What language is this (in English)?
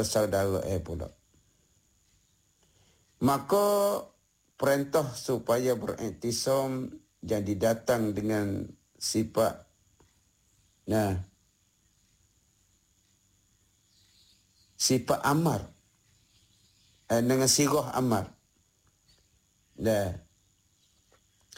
Malay